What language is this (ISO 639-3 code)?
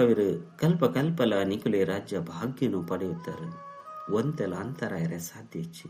tcy